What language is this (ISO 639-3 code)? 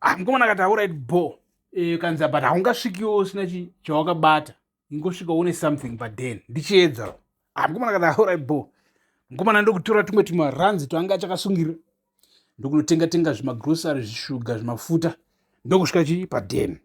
sna